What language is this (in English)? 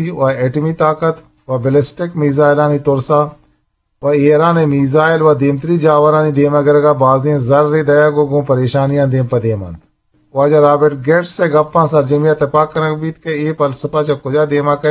Eastern Balochi